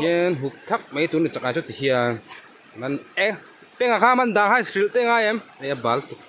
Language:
Mizo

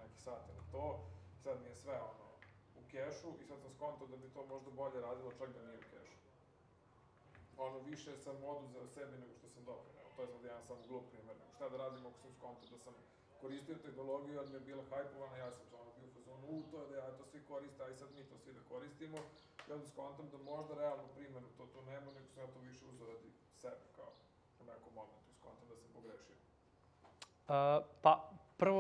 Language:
Serbian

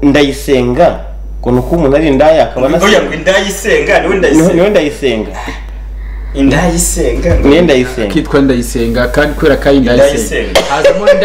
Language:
Kinyarwanda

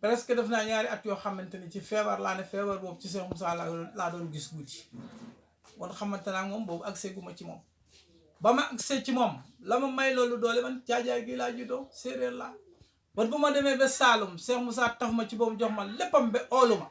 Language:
Wolof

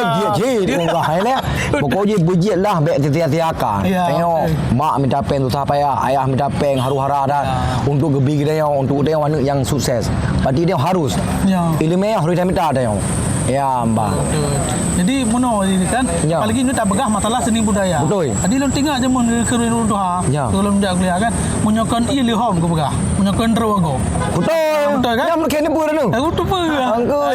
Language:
Achinese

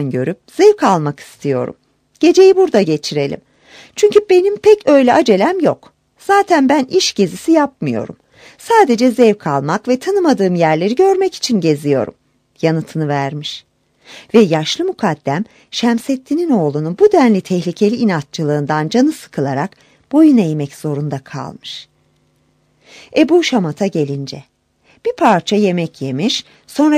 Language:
Turkish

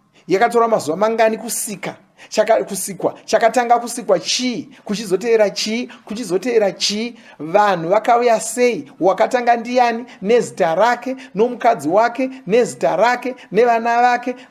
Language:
Shona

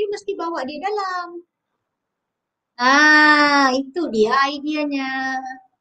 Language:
Malay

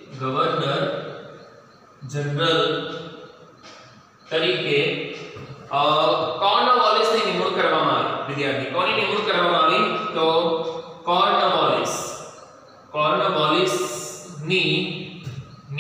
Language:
Gujarati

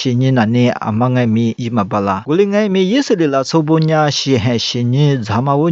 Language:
Lisu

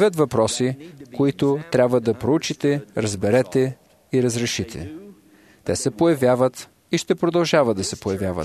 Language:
Bulgarian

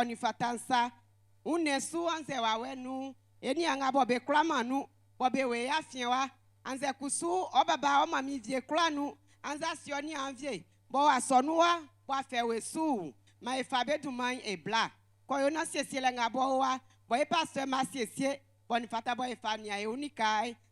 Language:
Baoulé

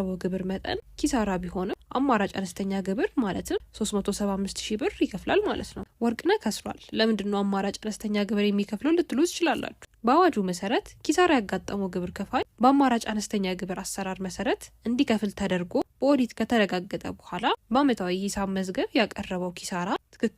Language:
Amharic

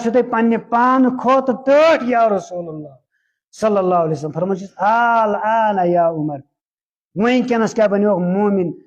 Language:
Kashmiri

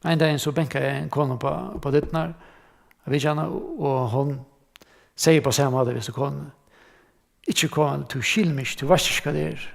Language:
Faroese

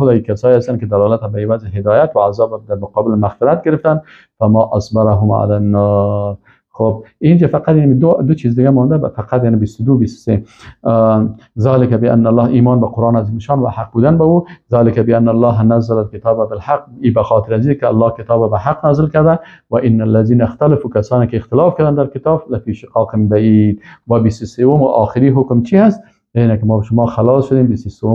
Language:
Persian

